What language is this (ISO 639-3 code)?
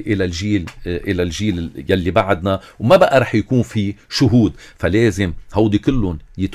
apc